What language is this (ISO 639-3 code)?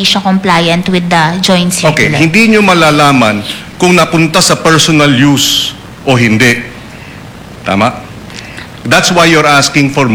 fil